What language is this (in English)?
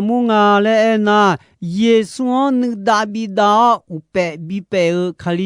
Akha